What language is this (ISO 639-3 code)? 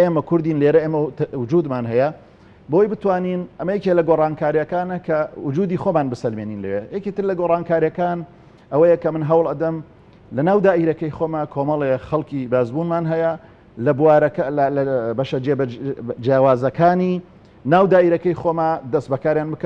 ckb